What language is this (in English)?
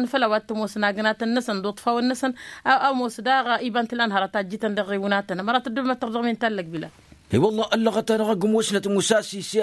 Tamasheq